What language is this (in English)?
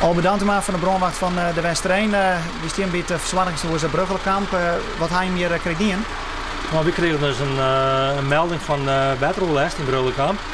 Western Frisian